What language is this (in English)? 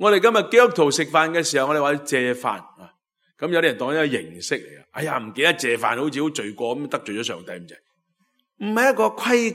Cantonese